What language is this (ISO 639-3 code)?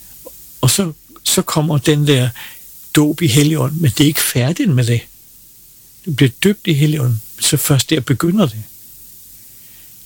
dan